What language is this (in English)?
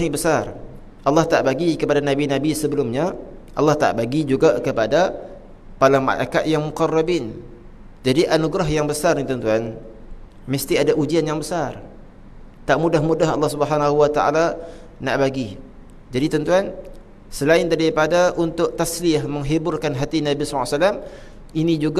Malay